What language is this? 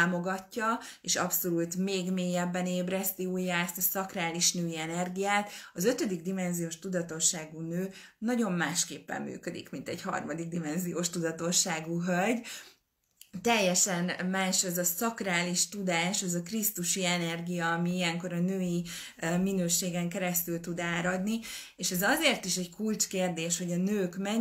Hungarian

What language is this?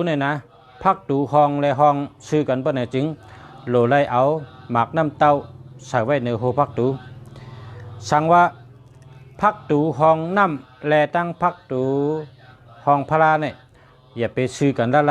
Shan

